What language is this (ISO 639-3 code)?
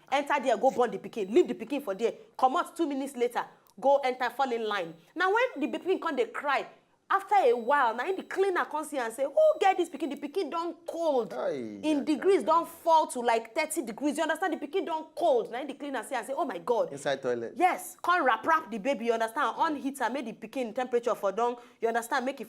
pcm